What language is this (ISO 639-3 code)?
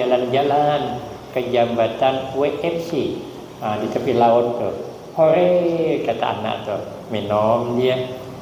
bjn